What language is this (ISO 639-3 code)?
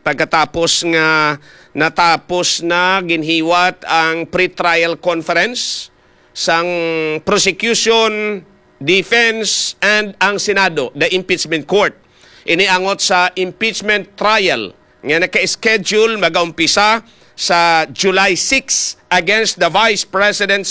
hil